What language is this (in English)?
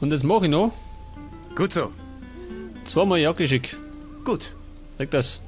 Bavarian